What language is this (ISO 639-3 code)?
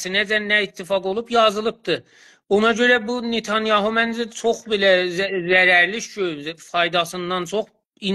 azb